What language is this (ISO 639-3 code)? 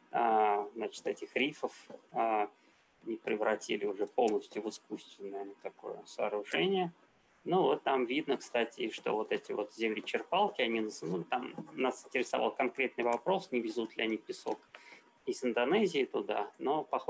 rus